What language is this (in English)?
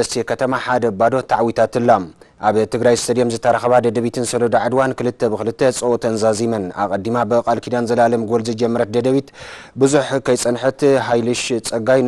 Tigrinya